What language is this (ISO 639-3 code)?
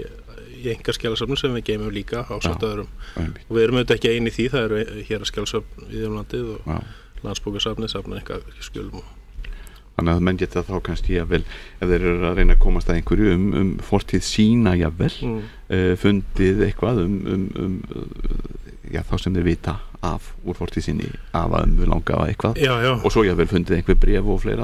isl